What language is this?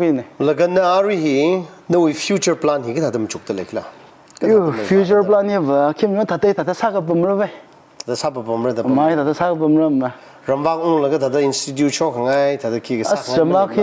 Tangkhul Naga (India)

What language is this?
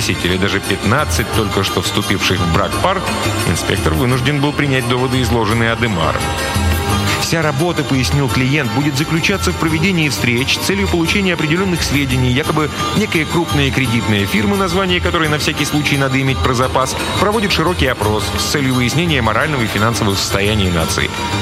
Russian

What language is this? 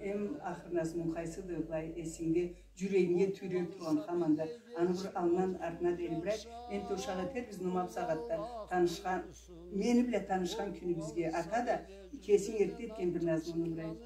Karachay-Balkar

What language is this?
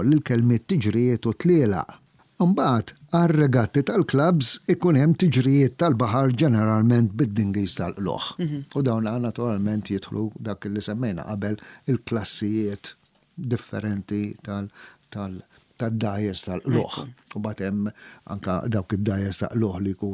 Maltese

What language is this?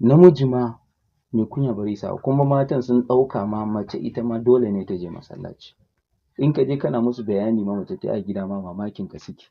Hausa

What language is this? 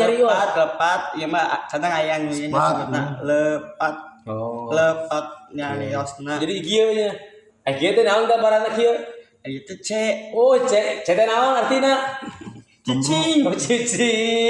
Sundanese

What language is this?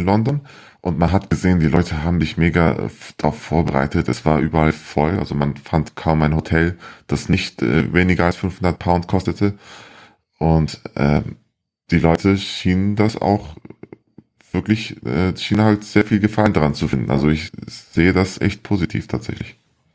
German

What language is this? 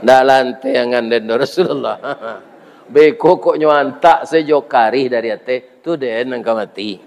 Minangkabau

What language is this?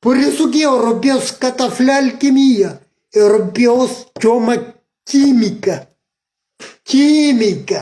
Kabuverdianu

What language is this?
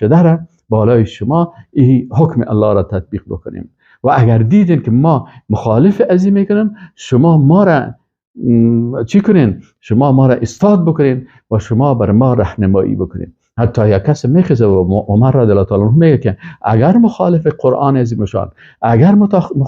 Persian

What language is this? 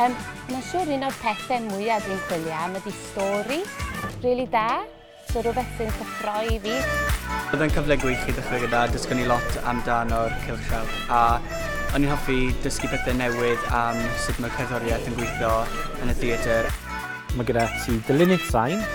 Welsh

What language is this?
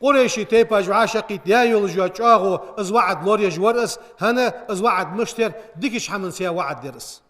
Ingush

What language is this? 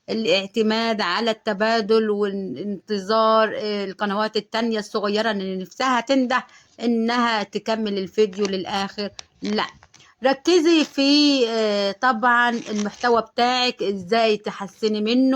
Egyptian Arabic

